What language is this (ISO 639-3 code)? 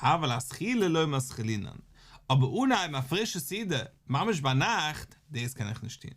yid